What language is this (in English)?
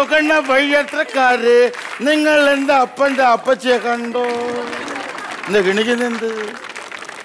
Malayalam